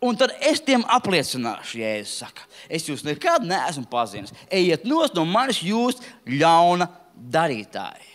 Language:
Latvian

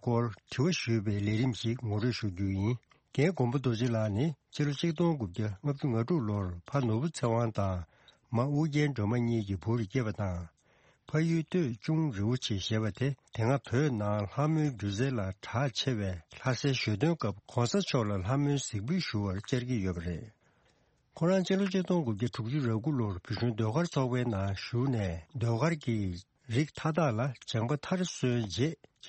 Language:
Tibetan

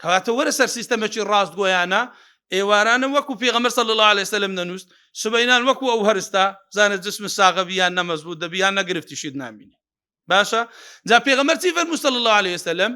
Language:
Central Kurdish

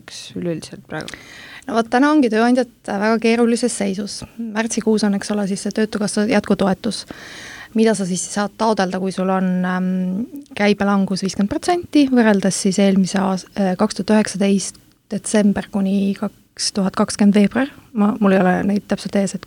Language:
Estonian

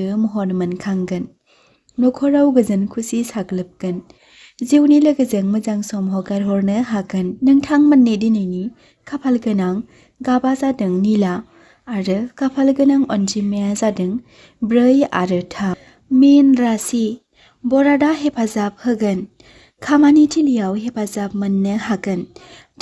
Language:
Bodo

